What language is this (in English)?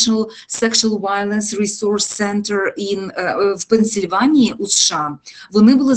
Ukrainian